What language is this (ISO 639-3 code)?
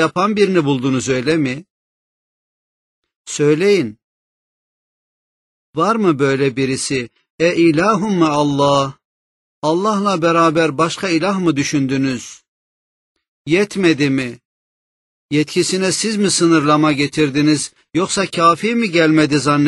tur